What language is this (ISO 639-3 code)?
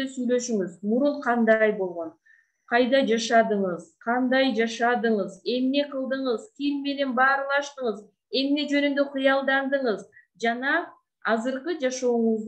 kir